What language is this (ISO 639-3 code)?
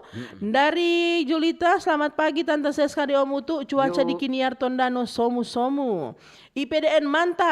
xmm